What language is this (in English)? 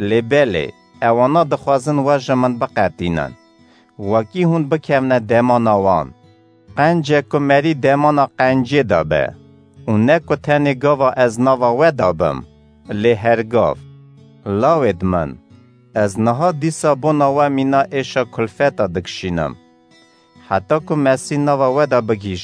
Kurdish